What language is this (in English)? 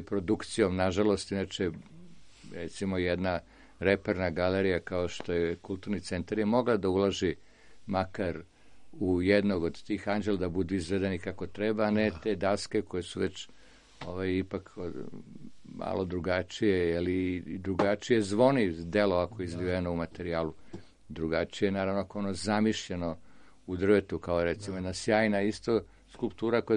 Serbian